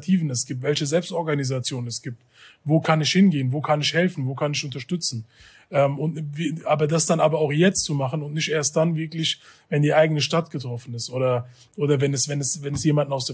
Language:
German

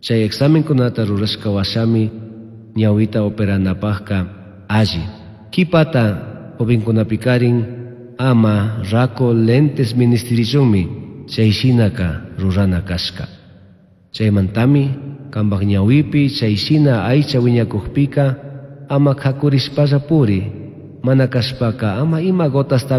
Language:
Chimborazo Highland Quichua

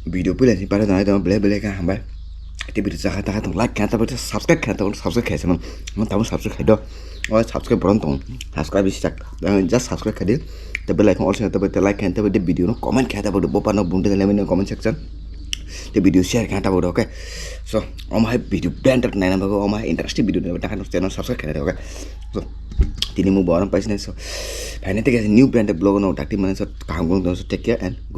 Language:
Kok Borok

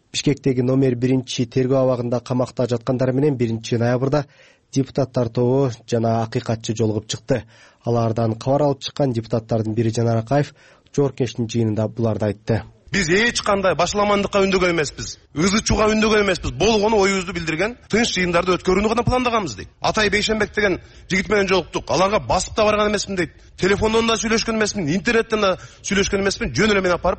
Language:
Kyrgyz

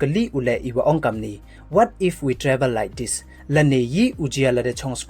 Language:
Pnar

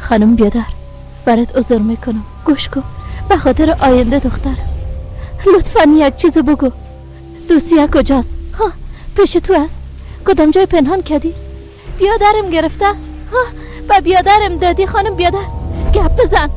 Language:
Persian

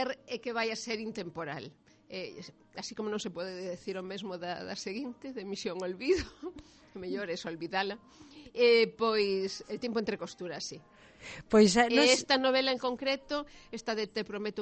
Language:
Galician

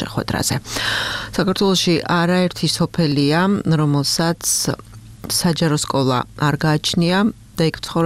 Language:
Georgian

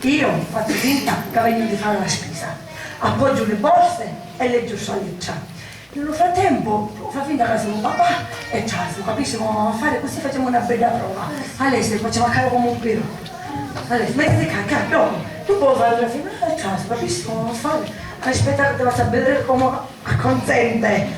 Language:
Sicilian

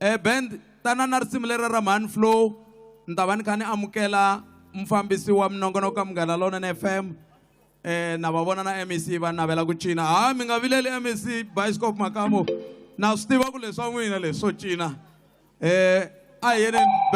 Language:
Tsonga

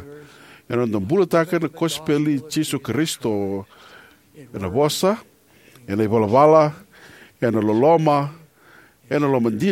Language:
Fijian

